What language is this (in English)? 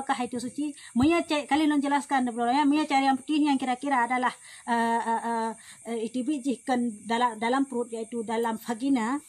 Achinese